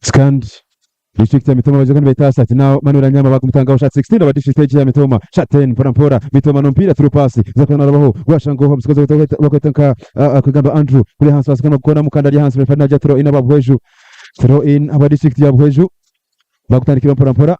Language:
Nyankole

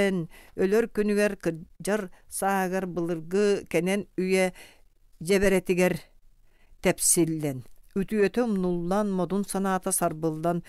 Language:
Yakut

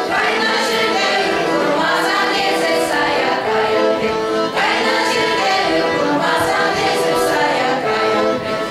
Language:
Chuvash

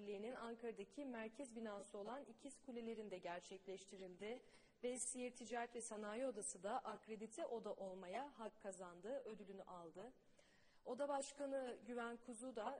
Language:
Turkish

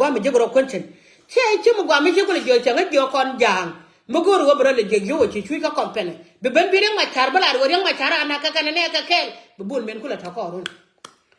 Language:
Nuer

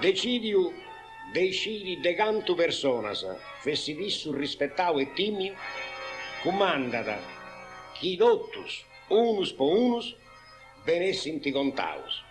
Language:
Sardinian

